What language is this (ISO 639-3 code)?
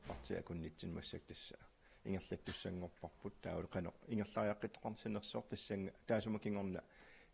kal